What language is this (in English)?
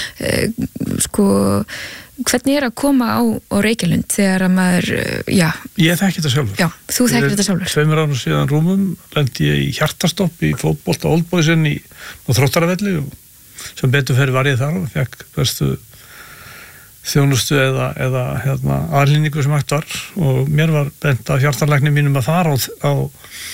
Icelandic